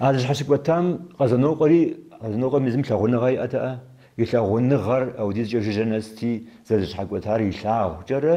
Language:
Kabardian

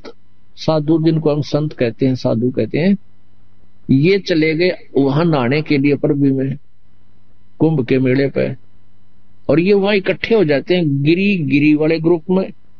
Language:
Hindi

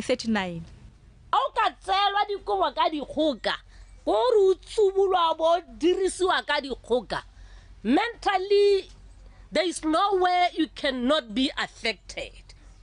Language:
Tswana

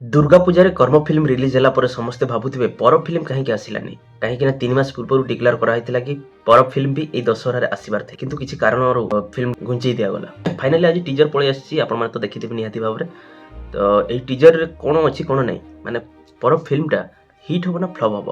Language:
Odia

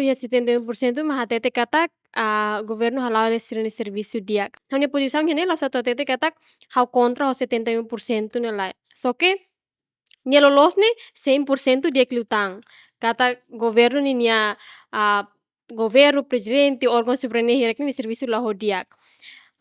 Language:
Tetum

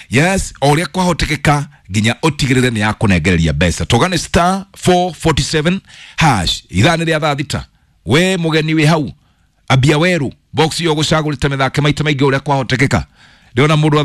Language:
Kikuyu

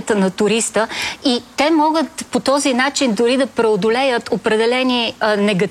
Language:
Bulgarian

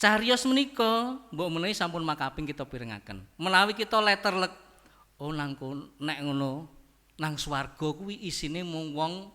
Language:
Javanese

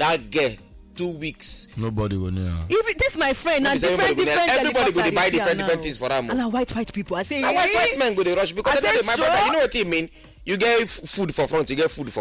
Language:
Nigerian Pidgin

